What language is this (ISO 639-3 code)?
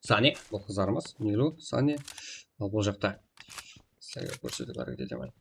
kaa